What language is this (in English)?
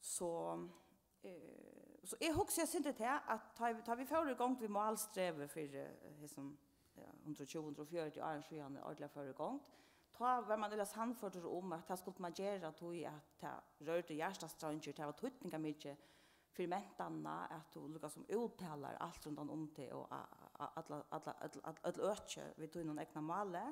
Faroese